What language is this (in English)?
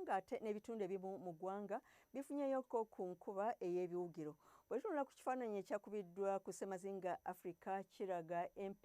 Ganda